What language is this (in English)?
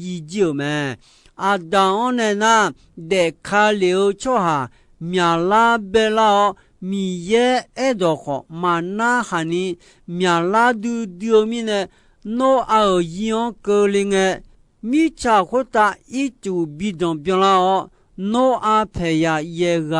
Akha